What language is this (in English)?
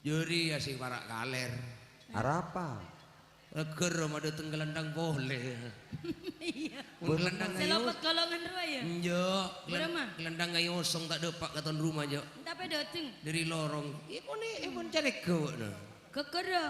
Madurese